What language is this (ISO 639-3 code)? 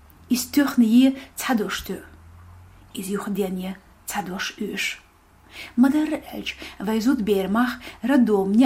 che